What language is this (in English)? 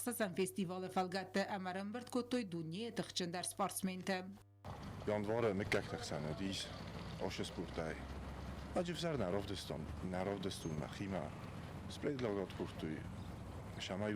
Ossetic